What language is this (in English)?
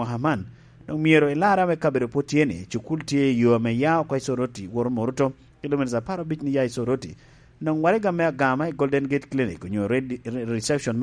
Lango (Uganda)